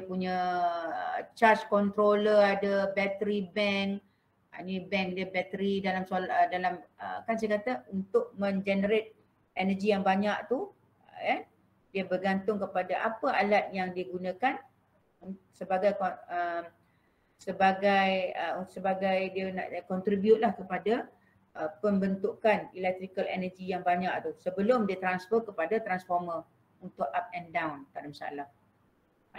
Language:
Malay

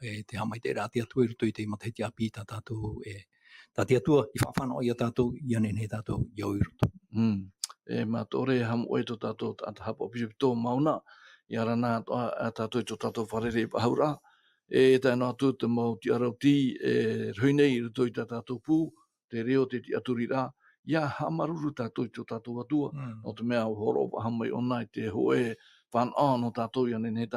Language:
Tahitian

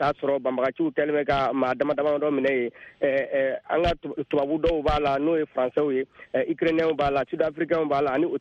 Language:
Bambara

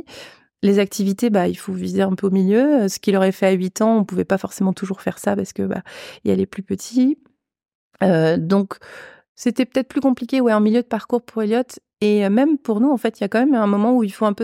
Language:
French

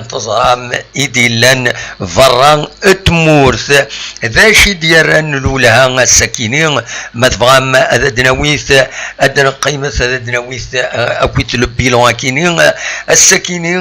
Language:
Kabyle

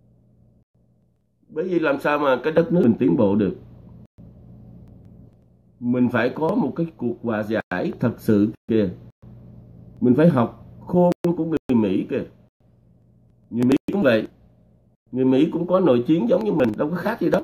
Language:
Vietnamese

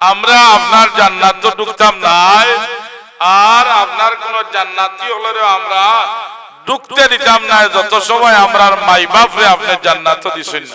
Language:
Sylheti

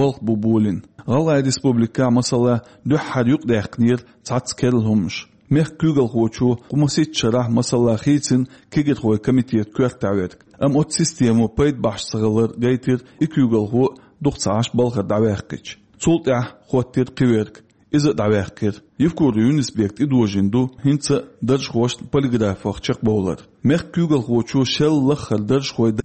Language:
Chechen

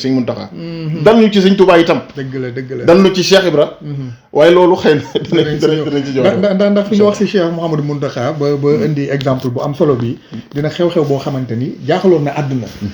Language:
Wolof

